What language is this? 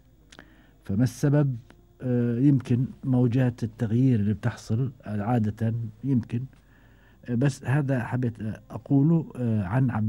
Gulf Arabic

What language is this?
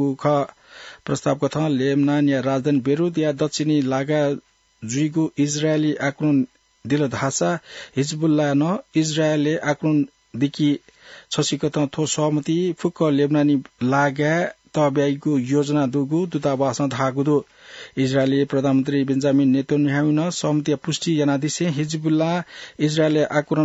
Newari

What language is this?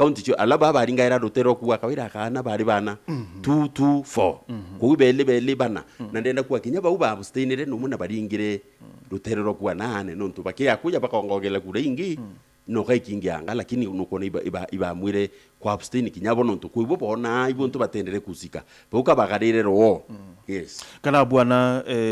Meru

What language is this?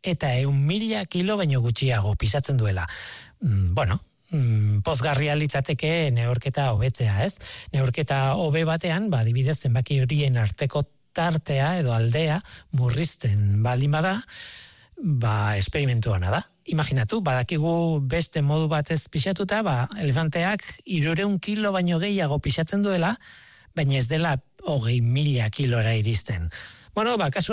Basque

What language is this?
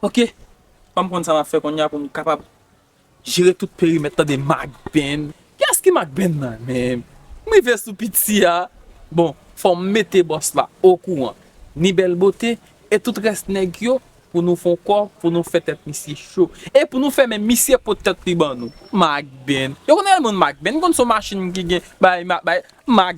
Haitian Creole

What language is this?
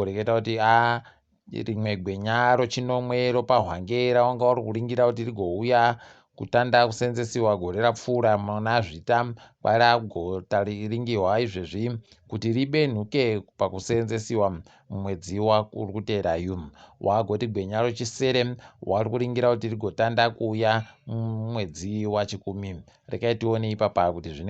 Ndau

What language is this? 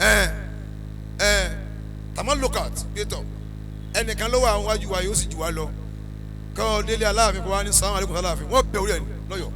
Yoruba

